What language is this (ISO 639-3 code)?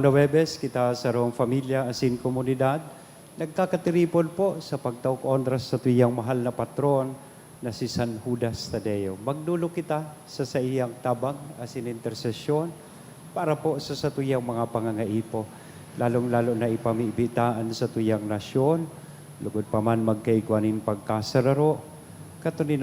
bik